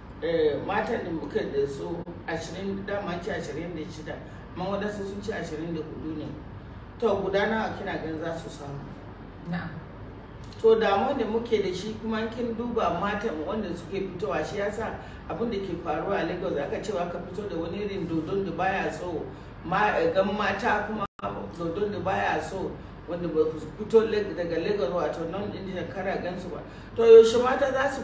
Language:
Hausa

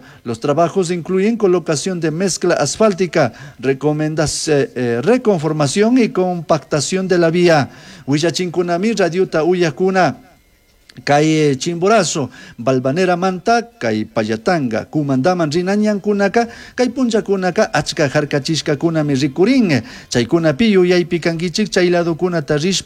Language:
Chimborazo Highland Quichua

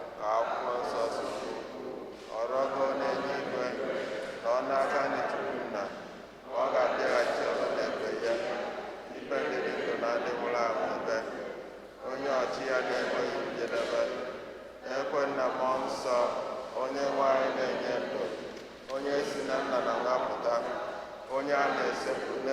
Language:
Igbo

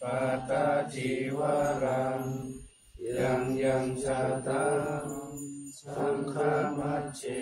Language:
Pali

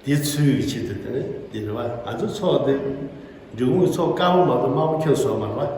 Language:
Tibetan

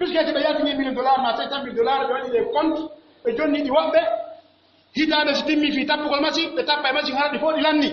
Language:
Pular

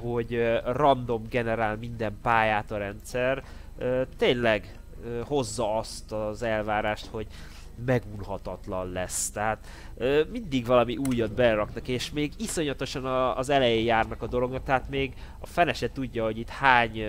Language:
Hungarian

